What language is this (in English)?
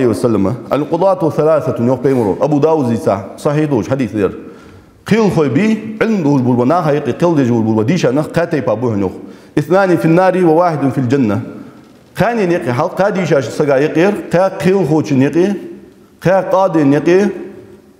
Ingush